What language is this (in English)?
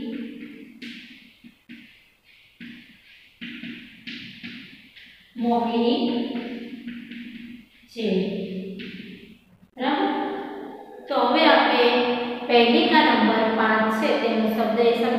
Gujarati